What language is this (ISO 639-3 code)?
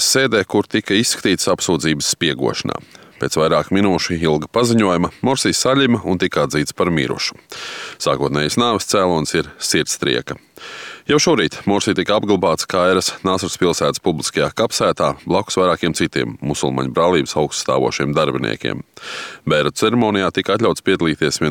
lav